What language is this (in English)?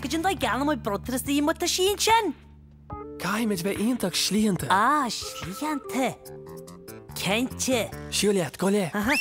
Irish